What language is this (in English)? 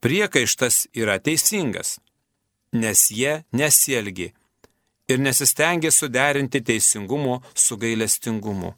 Lithuanian